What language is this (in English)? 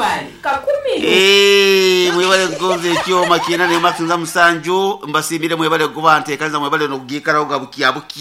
Nyoro